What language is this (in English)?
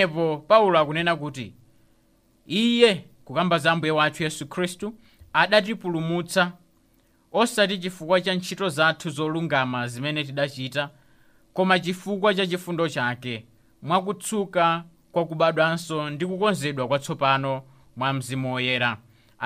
Nyanja